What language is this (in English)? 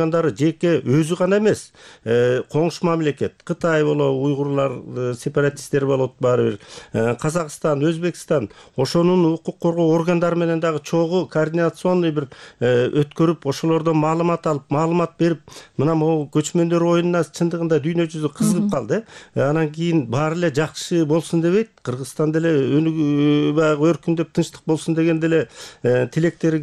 Kyrgyz